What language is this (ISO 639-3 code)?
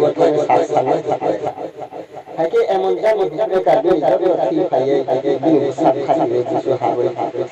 trp